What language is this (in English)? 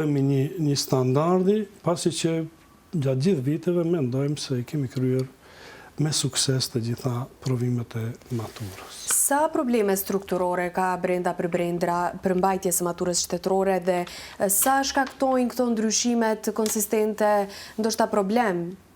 Albanian